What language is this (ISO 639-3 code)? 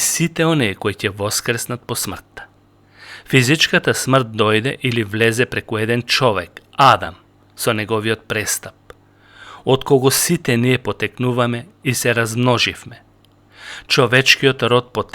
mkd